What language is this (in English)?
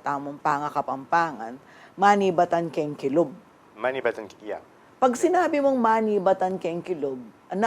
Pampanga